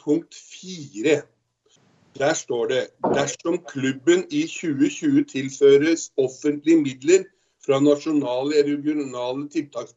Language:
Norwegian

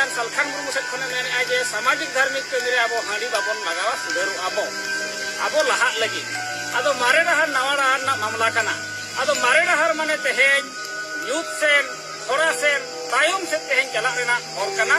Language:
Santali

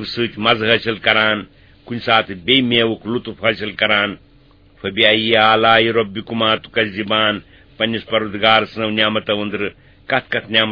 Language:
Kashmiri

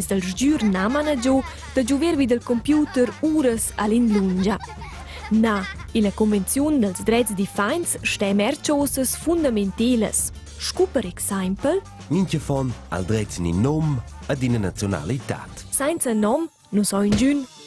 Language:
Romansh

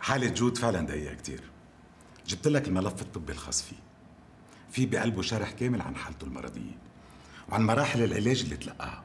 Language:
North Levantine Arabic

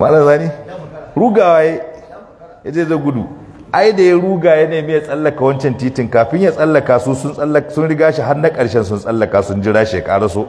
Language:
Hausa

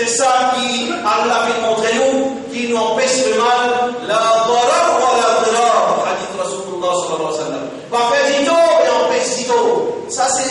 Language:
Morisyen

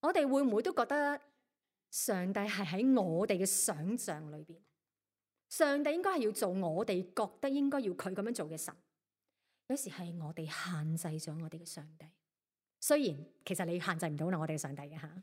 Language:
Cantonese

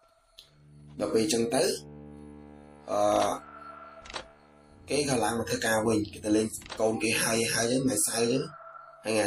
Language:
Khmer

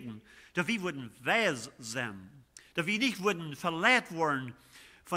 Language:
Plautdietsch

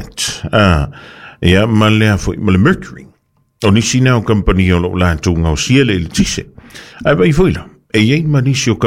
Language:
Samoan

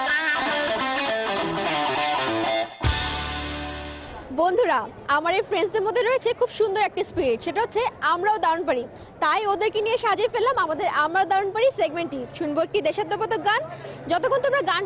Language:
Bangla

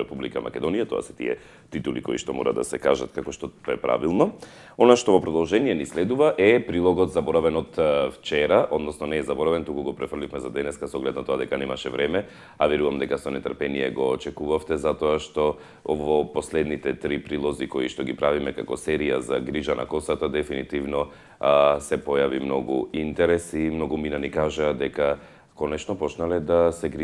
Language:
Macedonian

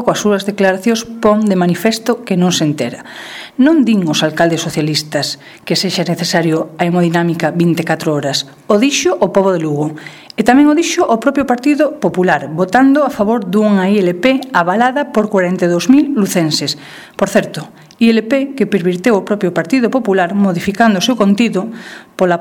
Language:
Galician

